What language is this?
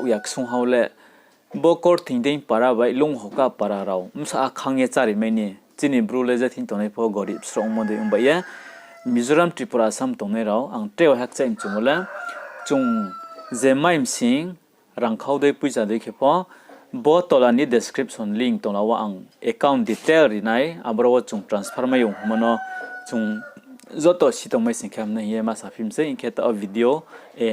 Riang (India)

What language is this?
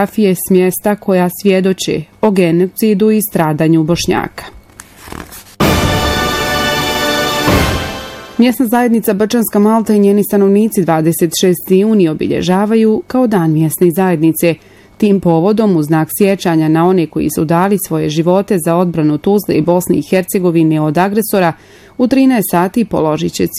Bosnian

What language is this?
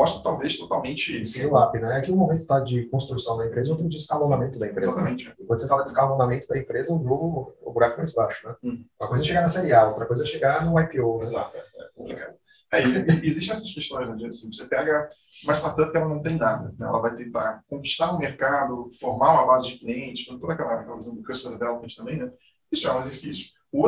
Portuguese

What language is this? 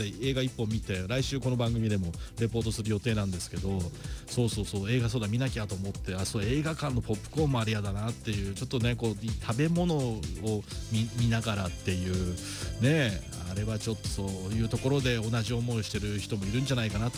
Japanese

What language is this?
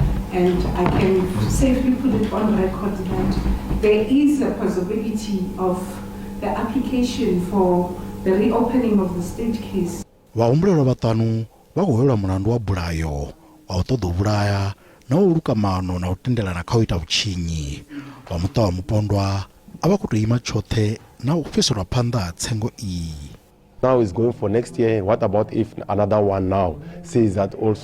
Venda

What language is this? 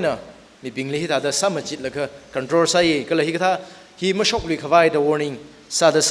Tangkhul Naga (India)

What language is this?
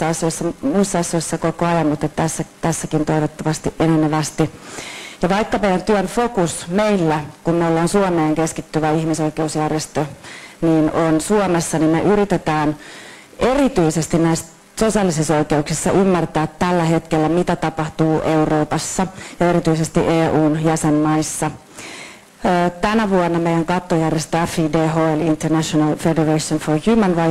Finnish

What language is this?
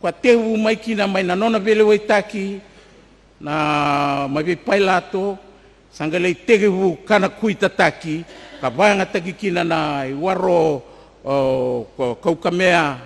Fijian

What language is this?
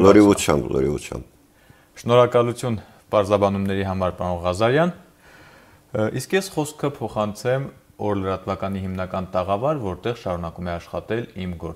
Armenian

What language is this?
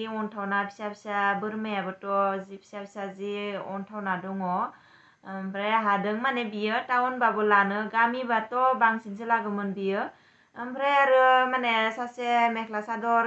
Bodo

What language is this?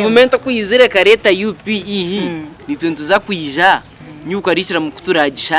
Nyankole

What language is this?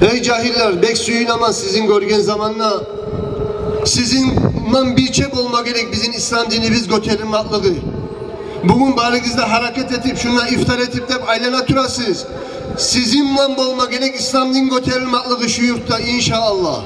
Kumyk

